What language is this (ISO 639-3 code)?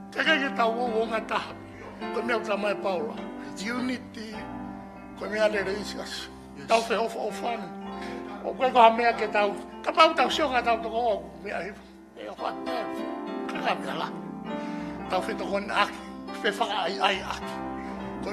ton